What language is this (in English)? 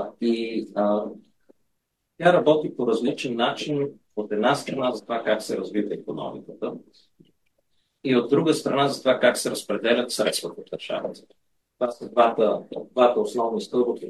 Bulgarian